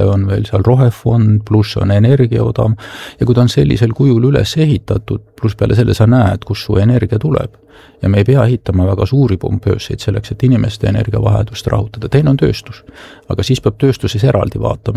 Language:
Estonian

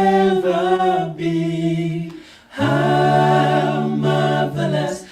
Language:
Southern Sotho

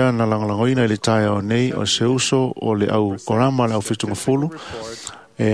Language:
Samoan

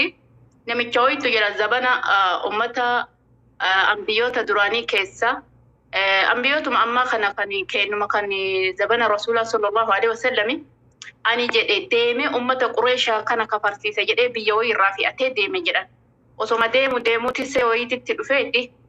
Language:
Oromo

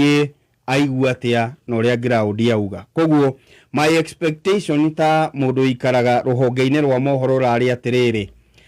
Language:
Kikuyu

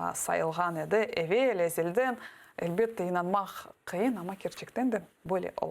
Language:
Crimean Tatar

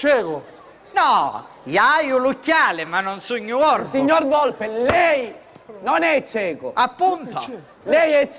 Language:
Sicilian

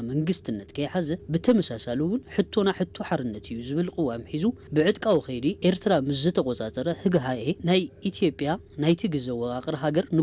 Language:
Tigrinya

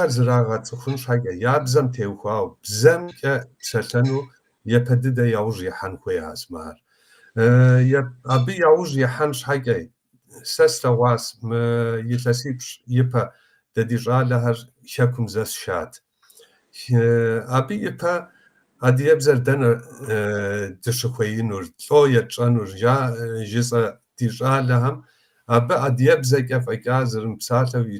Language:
Kabardian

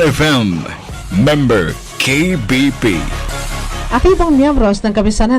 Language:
Bikol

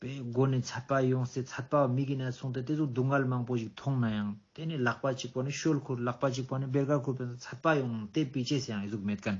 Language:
Ladakhi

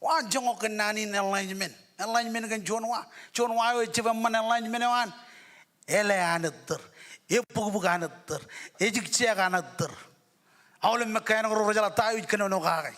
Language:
Marshallese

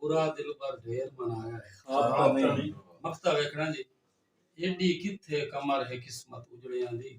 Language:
Saraiki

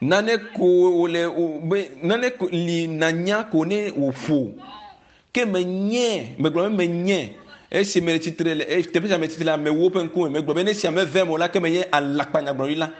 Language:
Ewe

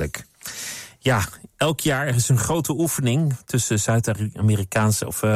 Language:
Dutch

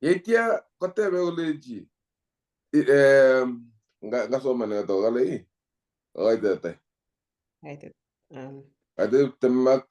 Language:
Kalenjin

